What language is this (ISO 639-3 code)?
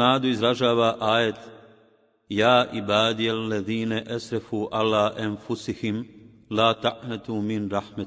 bos